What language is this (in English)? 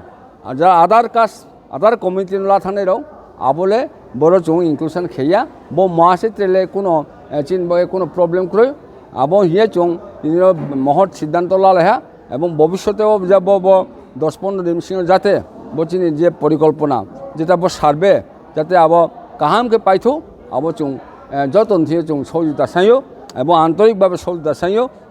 Riang (India)